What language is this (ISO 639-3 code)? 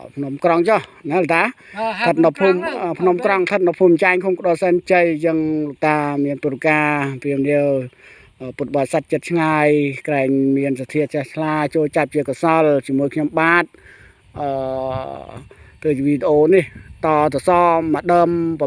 khm